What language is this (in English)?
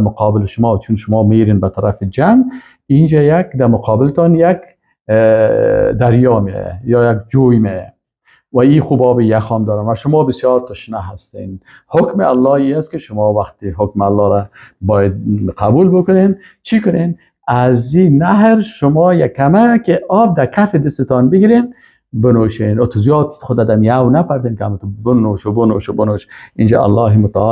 Persian